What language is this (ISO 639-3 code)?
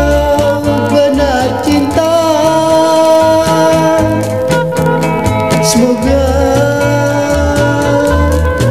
msa